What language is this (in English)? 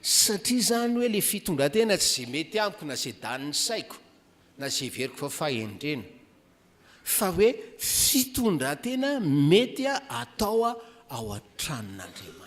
Malagasy